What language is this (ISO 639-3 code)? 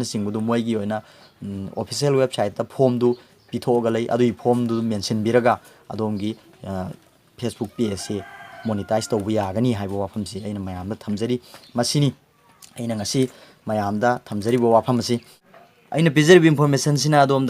mni